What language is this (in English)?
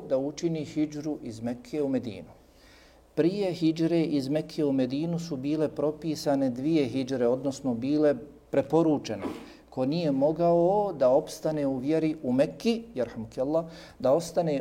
Bosnian